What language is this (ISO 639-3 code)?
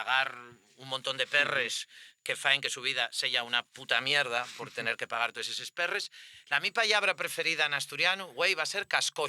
ast